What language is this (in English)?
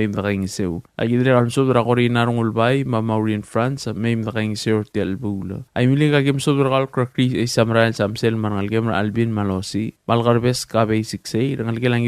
Palauan